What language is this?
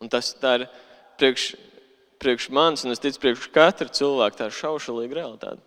Latvian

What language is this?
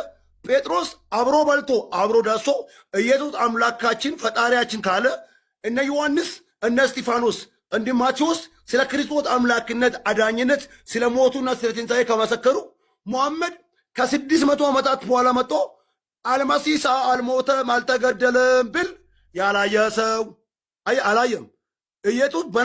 Amharic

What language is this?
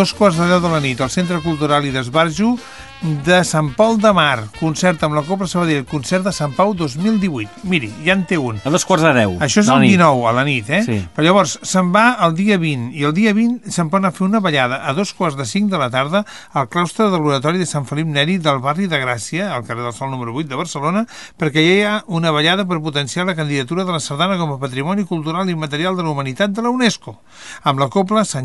Catalan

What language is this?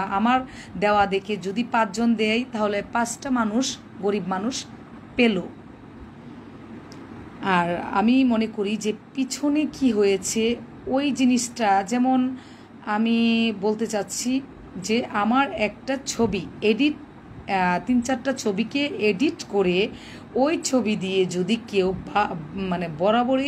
Bangla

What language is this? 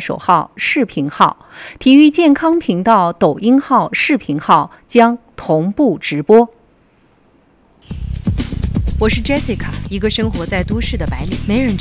Chinese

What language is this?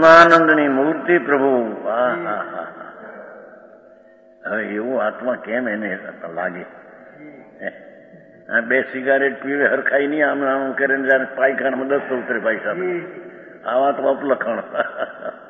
Gujarati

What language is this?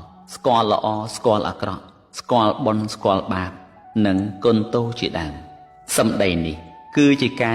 Khmer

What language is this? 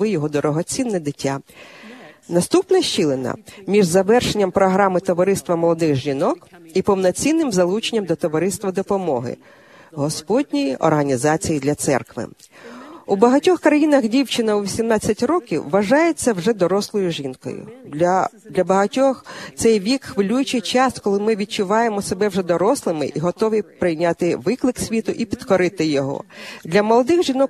Ukrainian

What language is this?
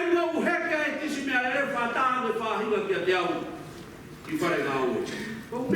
Tongan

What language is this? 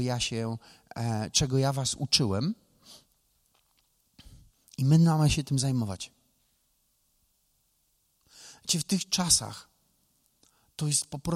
Polish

